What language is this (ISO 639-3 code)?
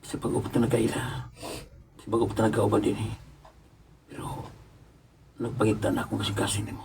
ceb